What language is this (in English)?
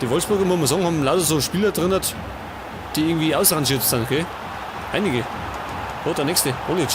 Bavarian